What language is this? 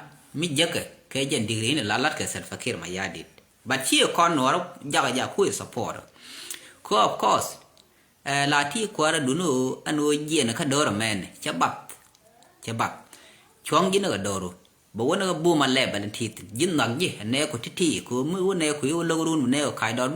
Nuer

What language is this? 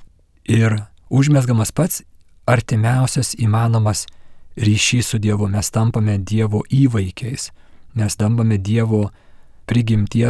Lithuanian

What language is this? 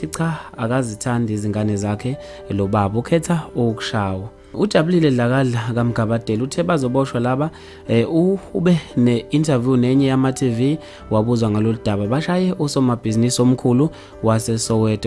Zulu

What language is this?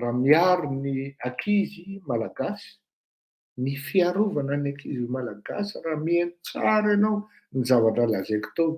Malagasy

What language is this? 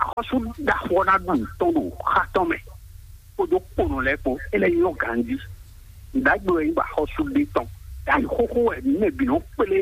Fon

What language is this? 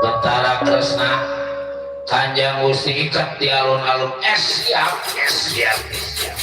Betawi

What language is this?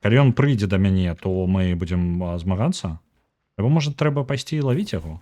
Belarusian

